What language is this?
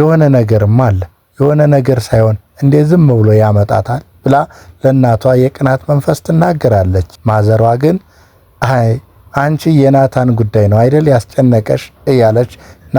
Amharic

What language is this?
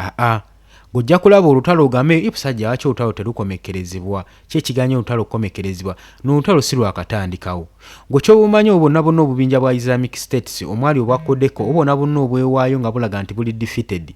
Ganda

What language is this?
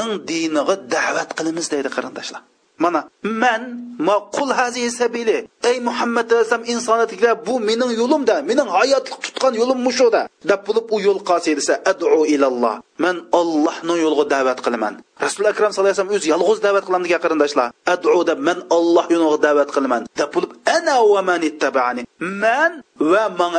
Uyghur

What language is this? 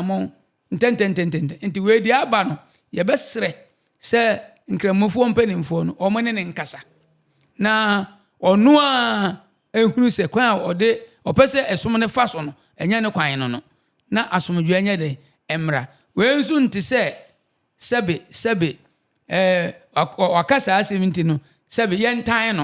Akan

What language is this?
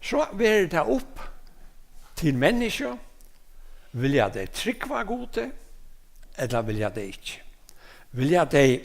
Faroese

